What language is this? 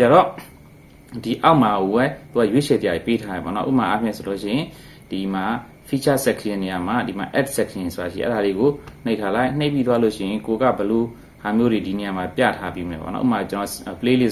Burmese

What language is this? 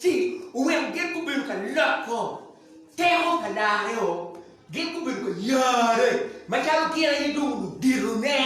Acoli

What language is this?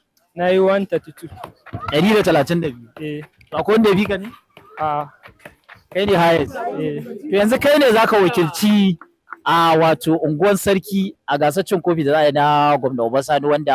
Hausa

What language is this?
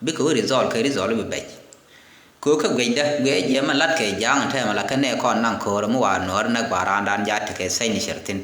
Nuer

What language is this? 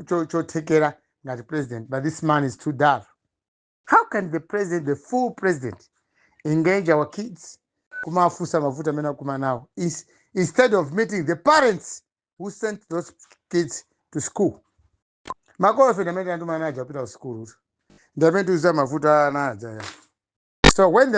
Nyanja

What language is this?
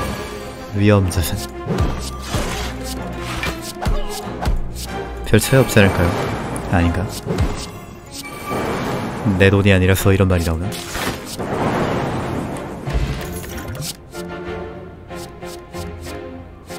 Korean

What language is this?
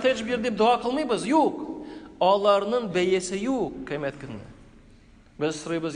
Tatar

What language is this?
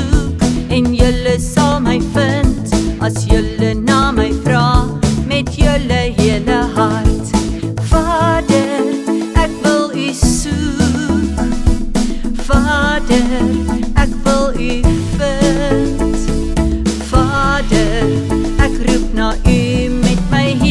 Afrikaans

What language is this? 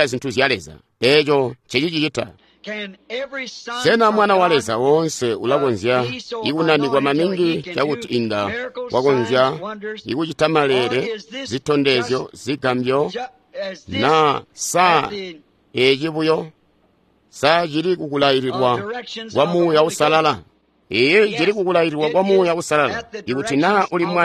Tonga (Zambia)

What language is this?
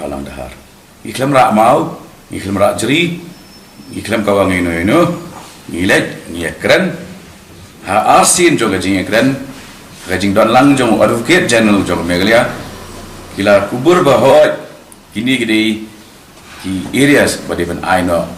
Khasi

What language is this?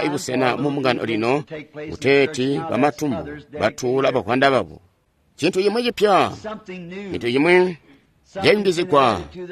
Tonga (Zambia)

